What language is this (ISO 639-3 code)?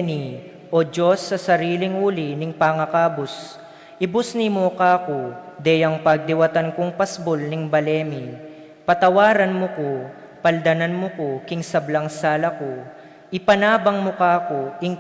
pam